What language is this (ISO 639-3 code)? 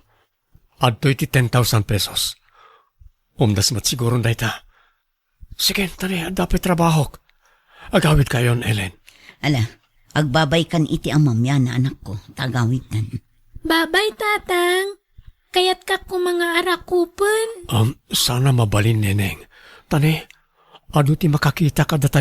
ilo